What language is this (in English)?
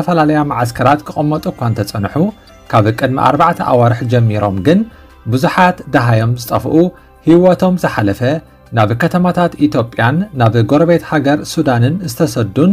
Tigrinya